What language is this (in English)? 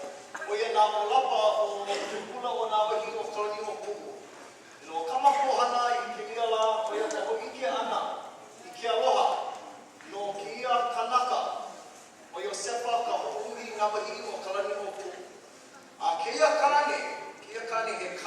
Hawaiian